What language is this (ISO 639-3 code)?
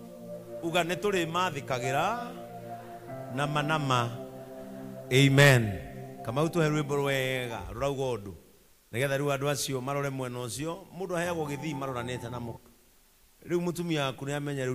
kik